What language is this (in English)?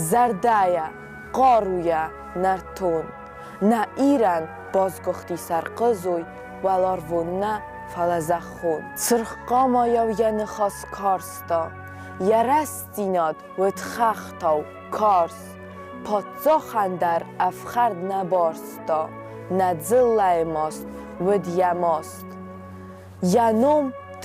Ossetic